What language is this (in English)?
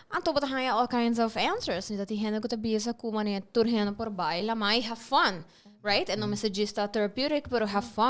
Papiamento